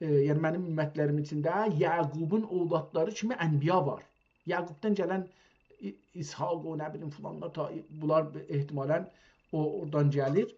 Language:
South Azerbaijani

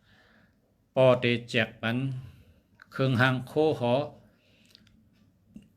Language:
Shan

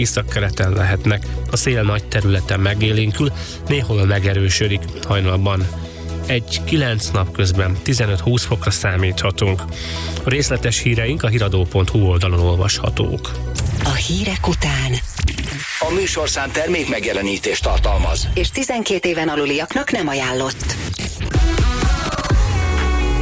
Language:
Hungarian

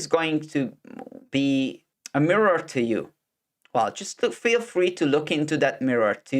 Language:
English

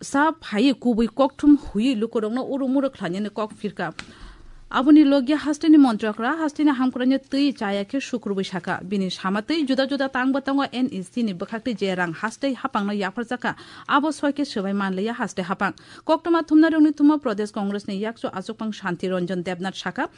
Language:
Kok Borok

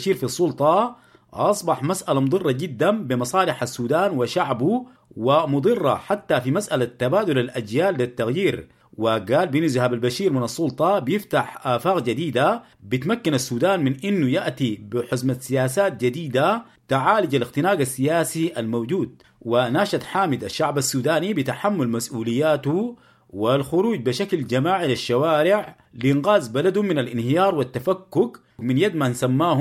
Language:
Sudanese Arabic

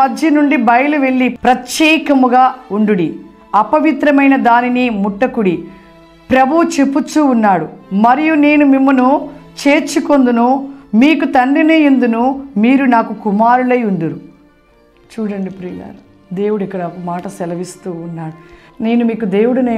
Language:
Telugu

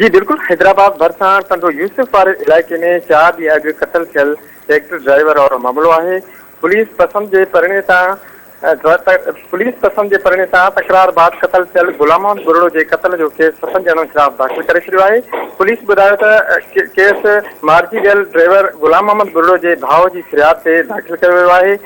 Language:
Sindhi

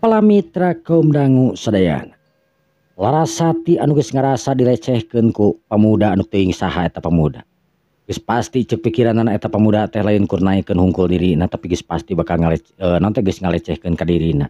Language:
Sundanese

